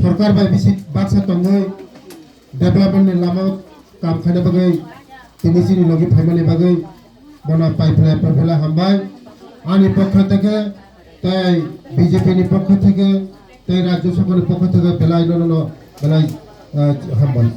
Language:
Kok Borok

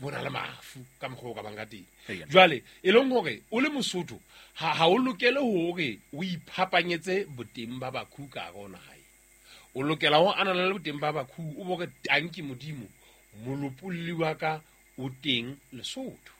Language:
Southern Sotho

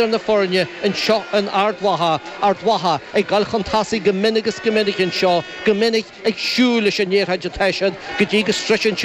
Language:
Irish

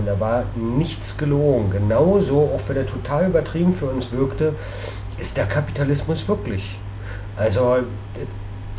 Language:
German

